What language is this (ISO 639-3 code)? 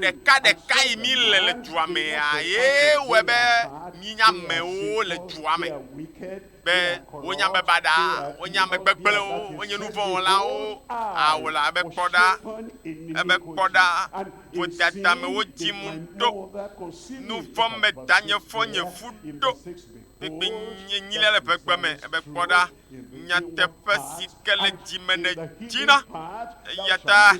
ewe